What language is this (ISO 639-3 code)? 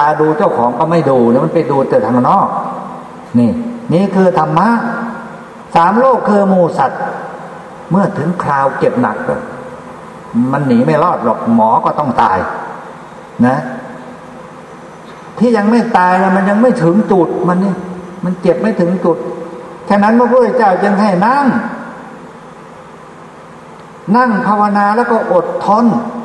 tha